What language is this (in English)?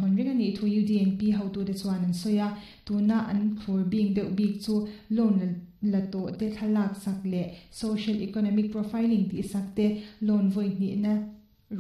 Mizo